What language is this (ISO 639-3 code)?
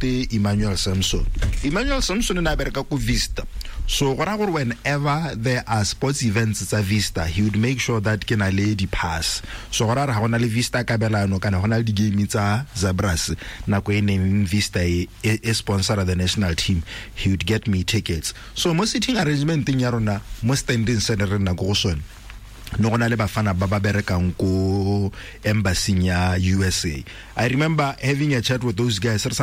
tsn